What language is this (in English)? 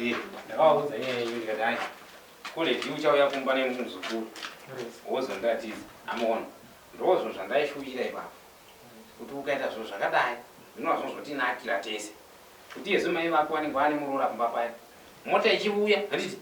Shona